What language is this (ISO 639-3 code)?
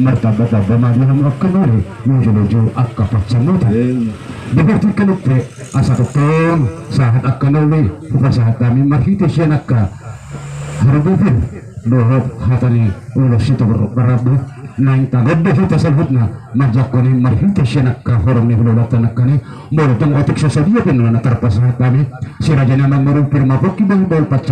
bbc